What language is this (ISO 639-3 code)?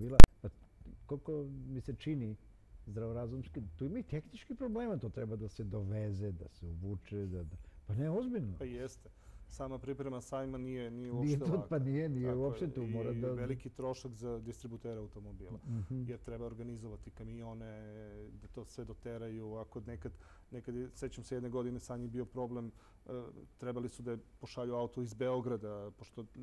srp